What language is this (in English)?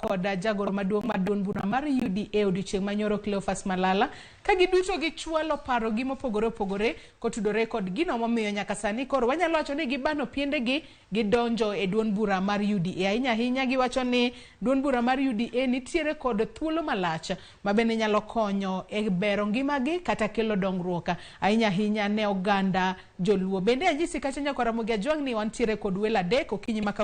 Luo (Kenya and Tanzania)